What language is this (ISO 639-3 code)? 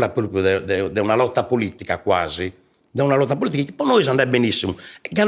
srd